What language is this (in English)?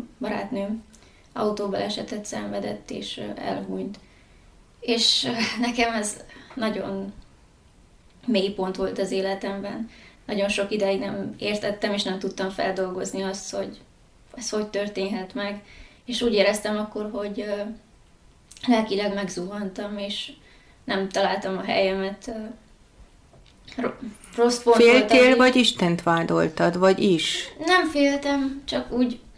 Hungarian